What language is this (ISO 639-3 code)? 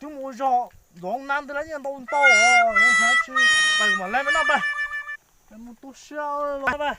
hmn